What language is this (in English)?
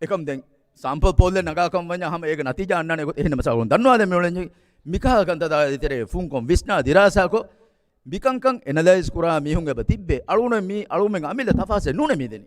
Divehi